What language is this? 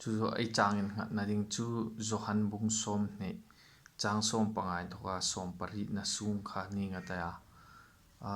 Hmar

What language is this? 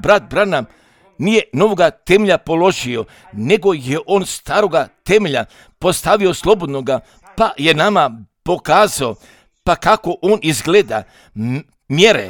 Croatian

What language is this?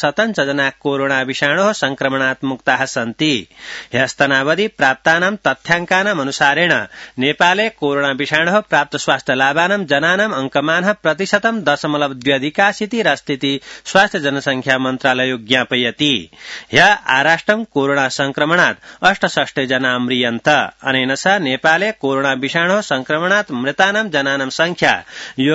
Sanskrit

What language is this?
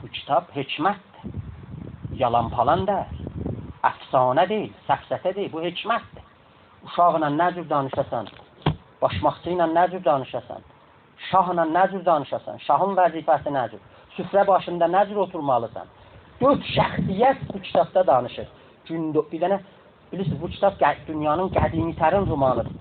South Azerbaijani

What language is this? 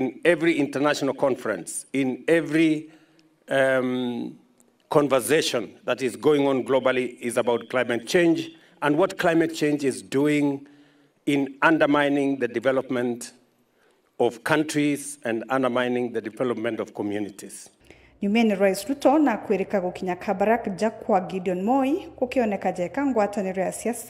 Meru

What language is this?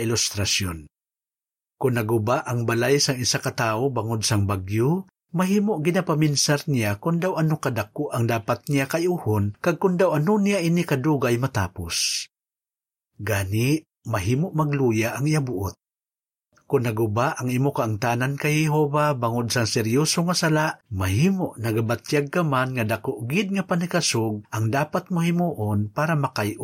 Hiligaynon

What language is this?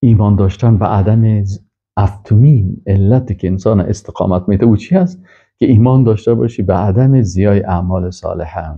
Persian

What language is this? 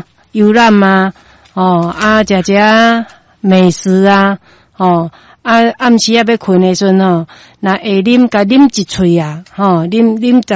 Min Nan Chinese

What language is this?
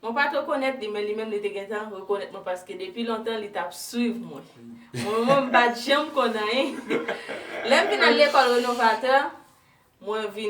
Haitian Creole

